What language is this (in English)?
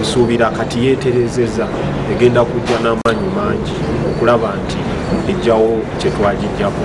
Ganda